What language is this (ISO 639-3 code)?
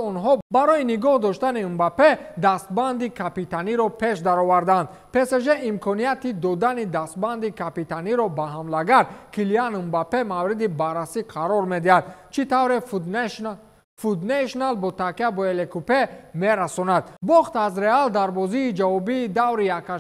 tgk